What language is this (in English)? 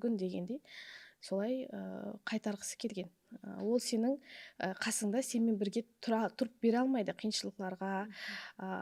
Kara-Kalpak